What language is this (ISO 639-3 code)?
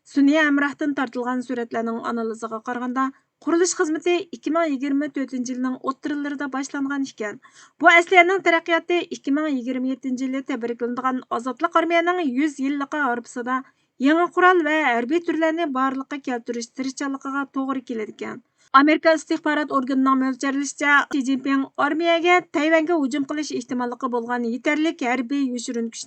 uig